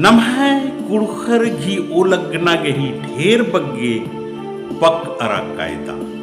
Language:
Kurukh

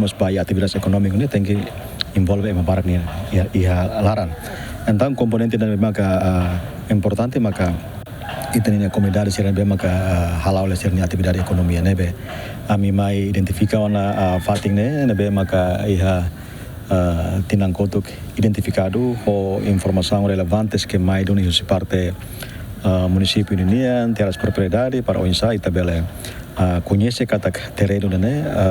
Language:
Tetum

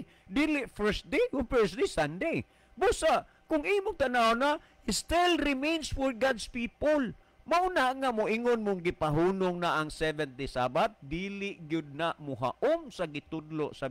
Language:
Cebuano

